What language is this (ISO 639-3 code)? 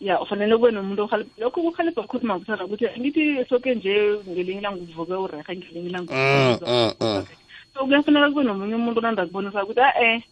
nbl